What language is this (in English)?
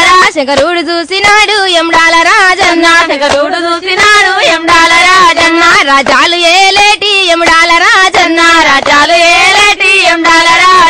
Telugu